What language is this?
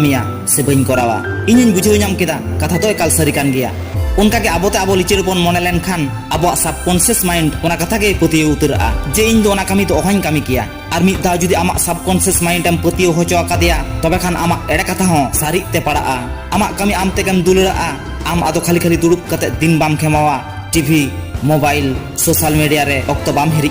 Santali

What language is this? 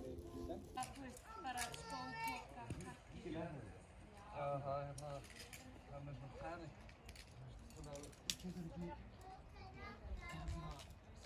Icelandic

